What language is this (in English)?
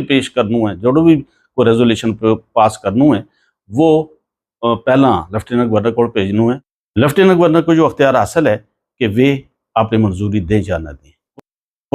Gujari